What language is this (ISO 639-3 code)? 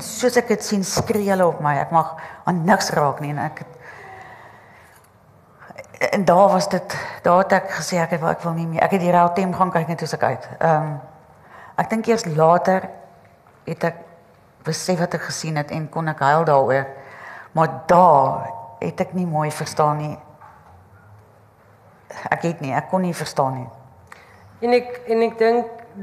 afr